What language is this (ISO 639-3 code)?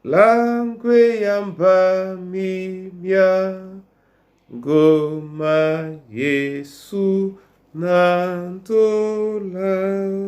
dua